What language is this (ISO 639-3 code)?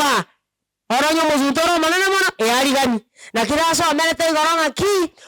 guz